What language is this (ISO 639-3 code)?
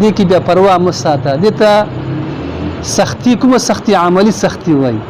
pus